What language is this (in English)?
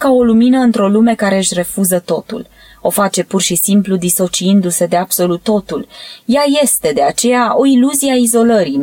Romanian